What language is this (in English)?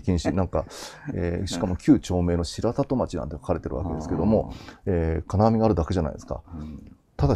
Japanese